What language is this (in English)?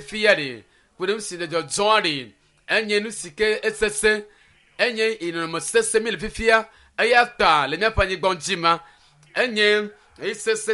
Ewe